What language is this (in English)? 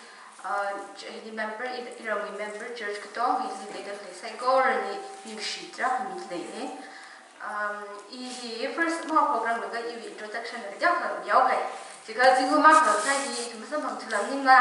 Tangkhul Naga (India)